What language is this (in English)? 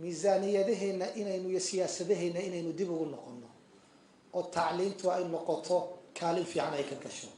Somali